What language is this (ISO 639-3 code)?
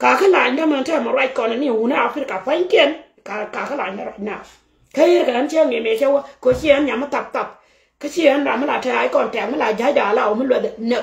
nus